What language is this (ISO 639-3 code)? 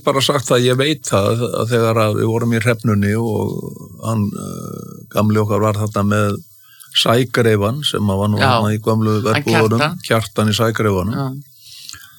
isl